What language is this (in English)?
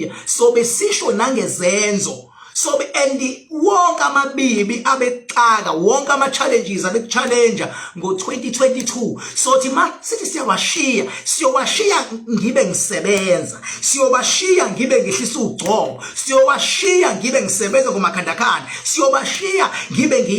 Zulu